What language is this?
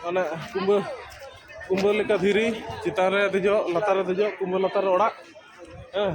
Santali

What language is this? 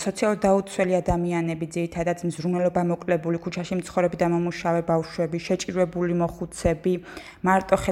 Georgian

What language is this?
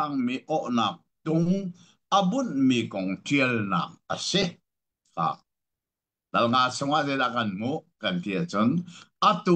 Hakha Chin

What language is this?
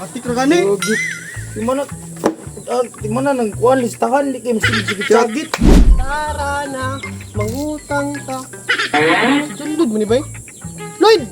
Cebuano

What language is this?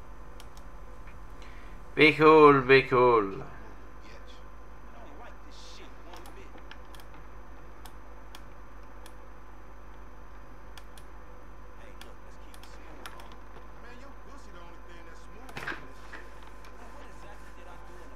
English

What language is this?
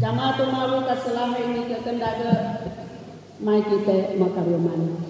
Sangir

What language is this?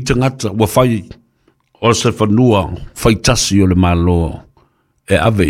Samoan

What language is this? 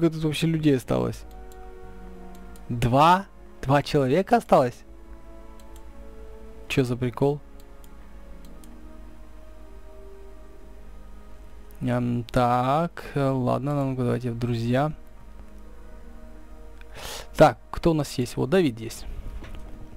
Russian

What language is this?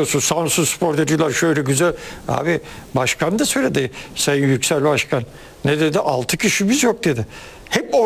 Turkish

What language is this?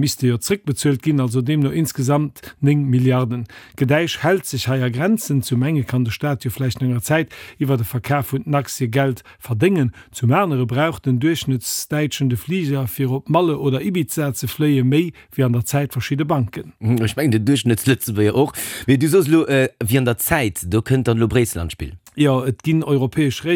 Luxembourgish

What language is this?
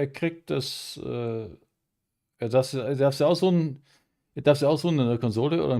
Bavarian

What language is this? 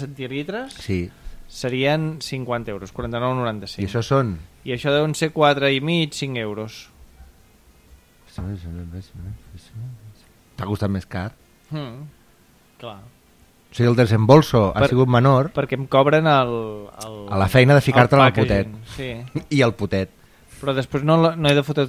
Catalan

